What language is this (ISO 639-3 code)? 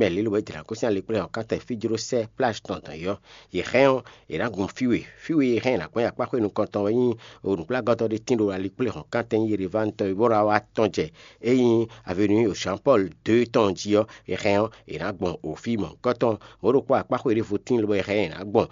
fon